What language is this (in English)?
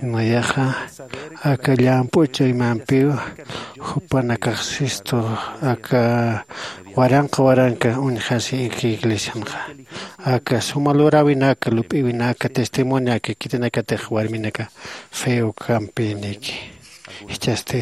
Aymara